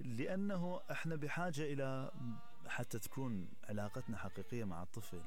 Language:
Mesopotamian Arabic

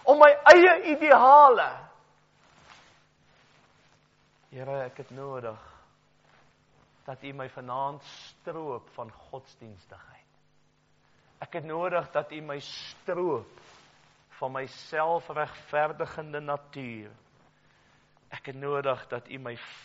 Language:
Afrikaans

